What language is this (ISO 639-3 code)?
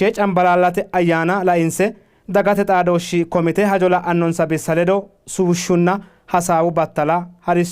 sid